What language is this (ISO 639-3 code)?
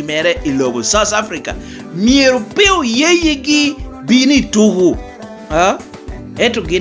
laj